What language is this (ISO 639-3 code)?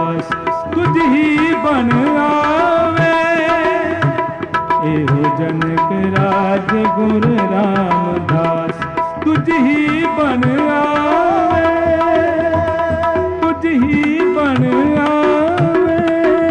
pan